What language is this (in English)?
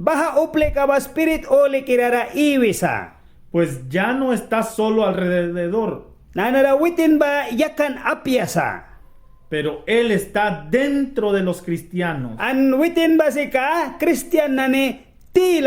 Mískito